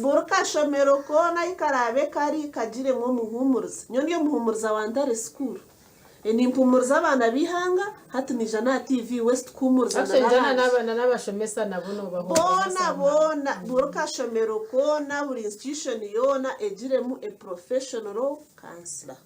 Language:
Nyankole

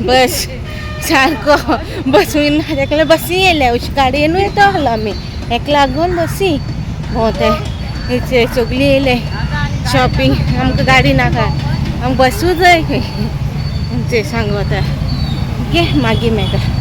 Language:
Konkani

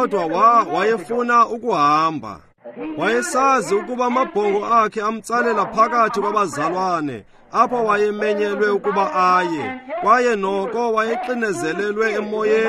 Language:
Xhosa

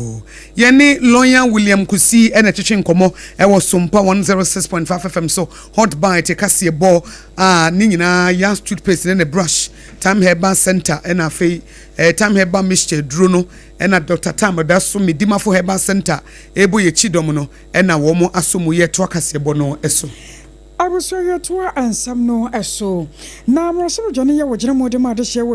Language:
Akan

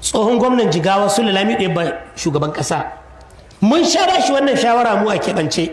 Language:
Hausa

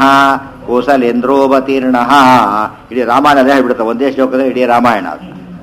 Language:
Kannada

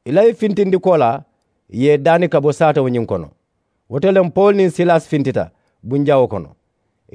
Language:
Mandingo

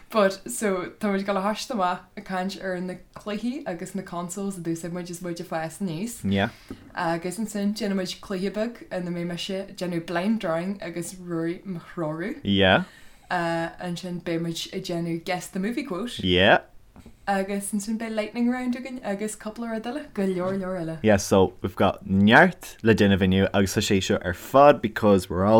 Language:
Irish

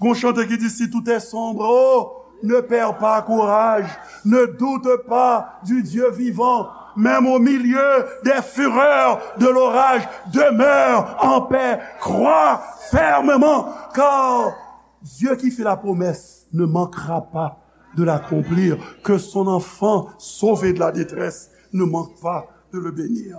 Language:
Haitian Creole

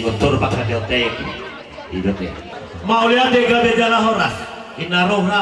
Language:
Batak Toba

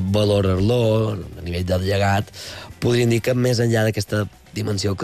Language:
Catalan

